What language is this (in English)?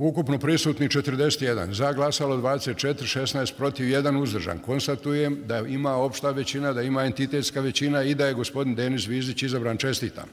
Bosnian